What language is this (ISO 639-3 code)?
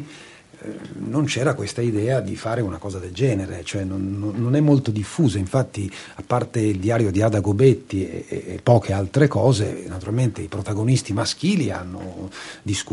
ita